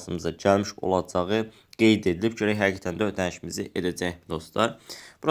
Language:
Azerbaijani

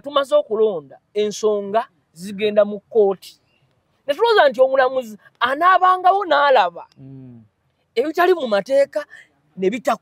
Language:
Ganda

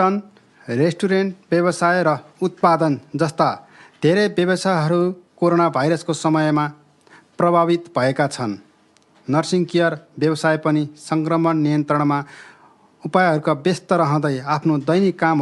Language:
Nepali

